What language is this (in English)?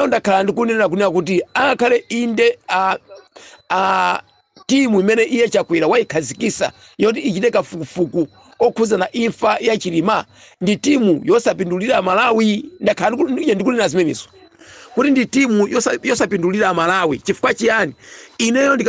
Nyanja